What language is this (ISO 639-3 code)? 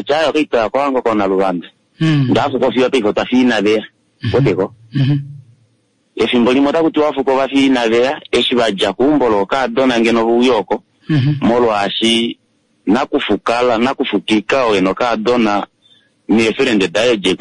kua